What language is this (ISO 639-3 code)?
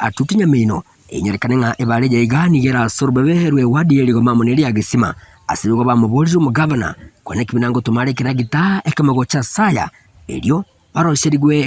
guz